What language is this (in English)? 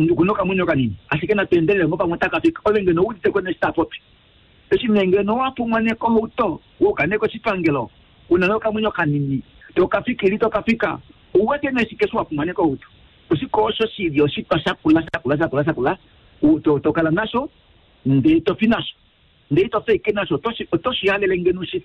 Kuanyama